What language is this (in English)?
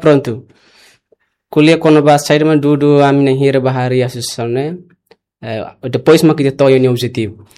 Tetum